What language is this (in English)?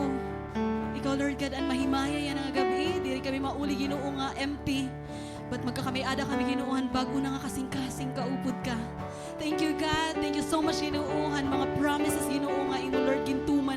Waray